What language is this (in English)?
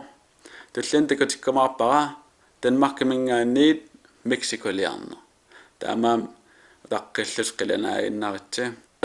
Kalaallisut